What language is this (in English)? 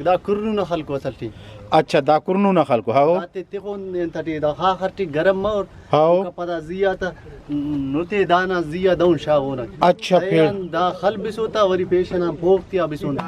Brahui